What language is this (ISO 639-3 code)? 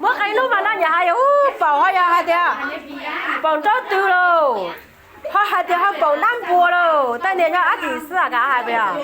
hmn